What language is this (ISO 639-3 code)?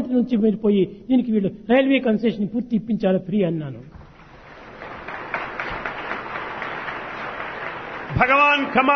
tel